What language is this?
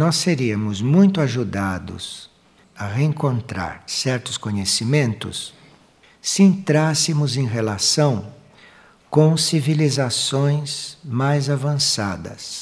Portuguese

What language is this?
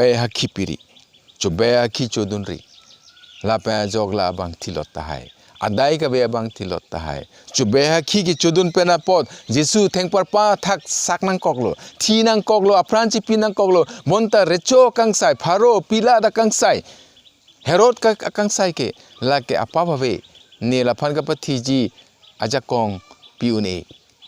Karbi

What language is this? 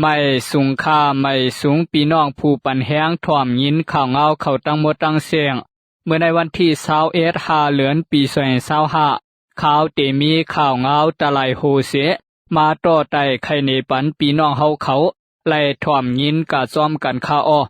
Lao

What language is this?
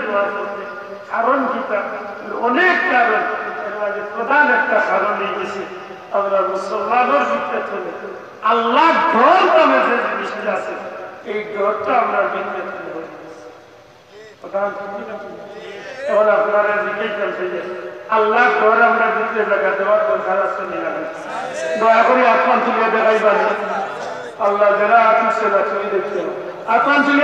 Sylheti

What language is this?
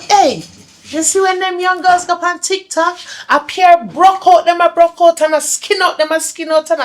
Jamaican Creole English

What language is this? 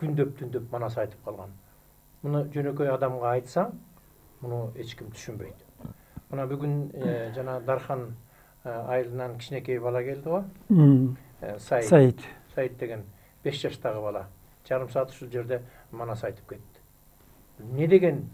Kyrgyz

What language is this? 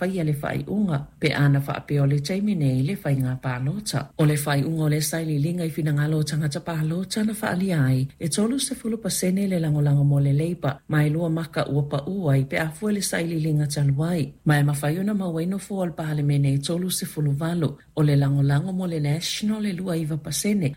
Samoan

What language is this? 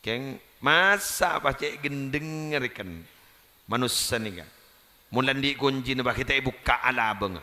Madurese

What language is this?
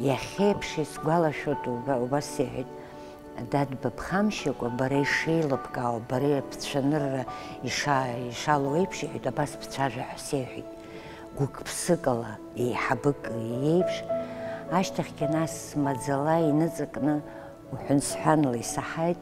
Abkhazian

